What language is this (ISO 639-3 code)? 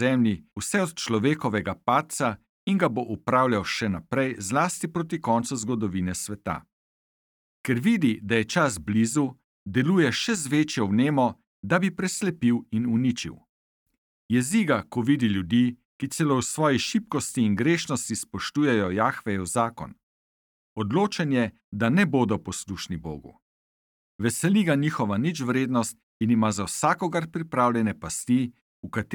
slv